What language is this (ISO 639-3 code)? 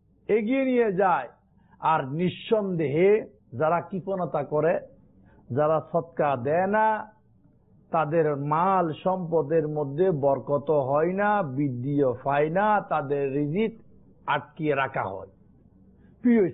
ben